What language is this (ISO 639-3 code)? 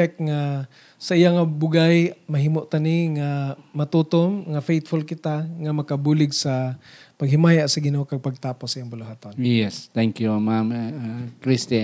hil